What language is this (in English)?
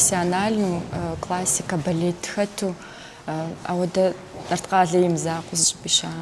Kabardian